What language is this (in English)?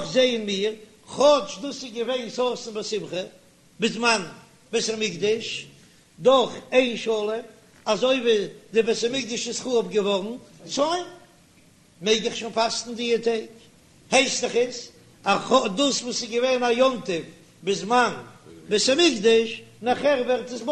Yiddish